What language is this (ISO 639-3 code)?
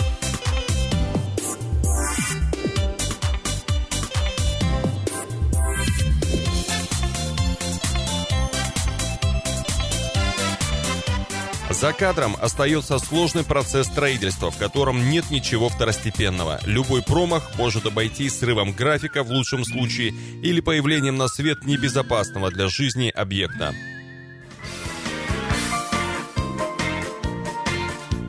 rus